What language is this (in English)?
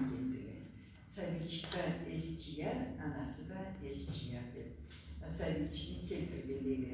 Karachay-Balkar